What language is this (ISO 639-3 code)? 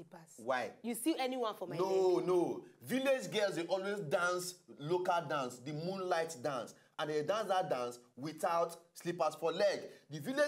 pcm